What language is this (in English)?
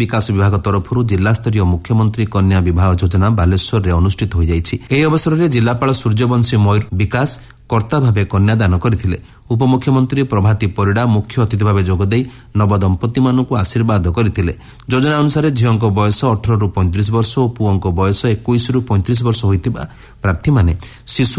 Odia